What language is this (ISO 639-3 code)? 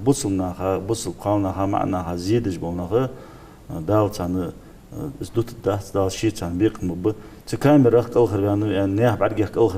inh